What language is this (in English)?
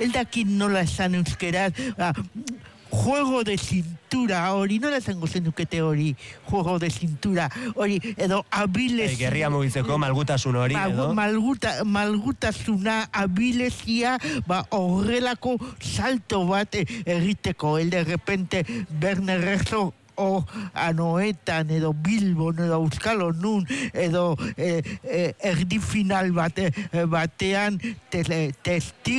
Basque